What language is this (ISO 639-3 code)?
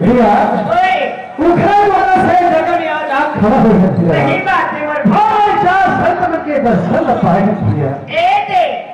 hne